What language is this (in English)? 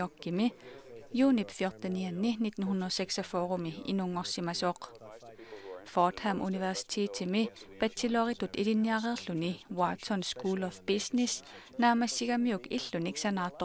Kalaallisut